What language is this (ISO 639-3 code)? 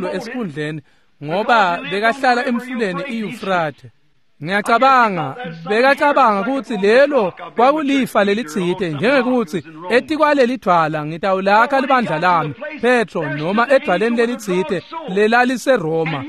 ssw